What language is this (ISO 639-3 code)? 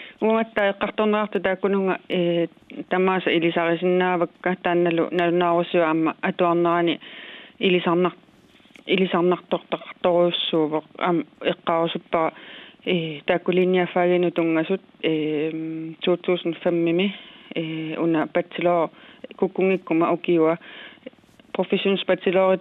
kal